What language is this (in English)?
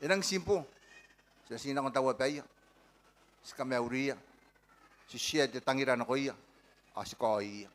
Gilbertese